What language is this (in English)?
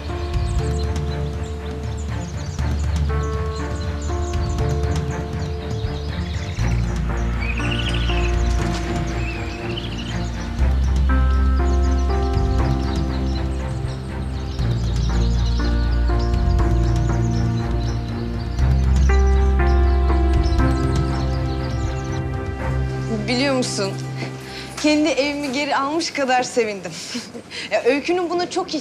Turkish